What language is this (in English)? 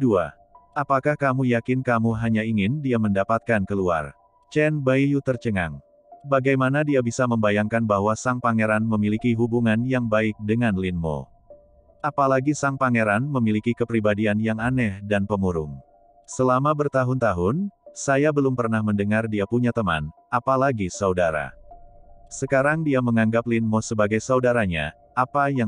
Indonesian